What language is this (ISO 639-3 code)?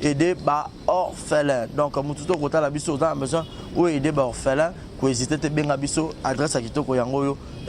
lin